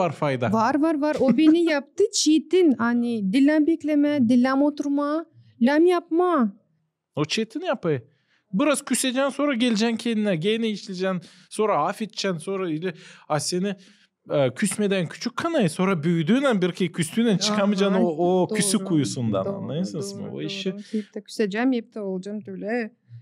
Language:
Gagauz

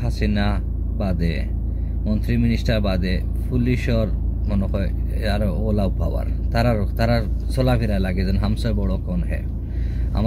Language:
Sylheti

